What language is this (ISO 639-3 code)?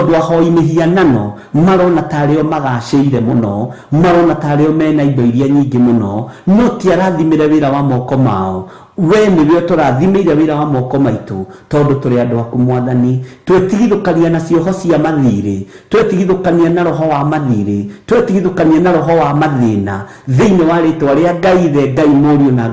kik